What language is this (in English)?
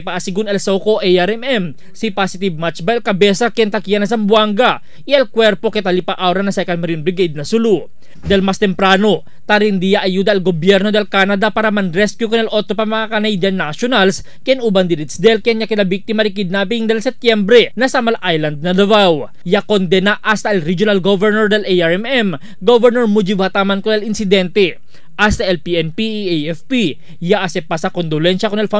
Chavacano